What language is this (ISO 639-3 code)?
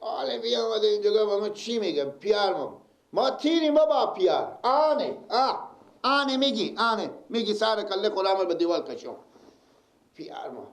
fas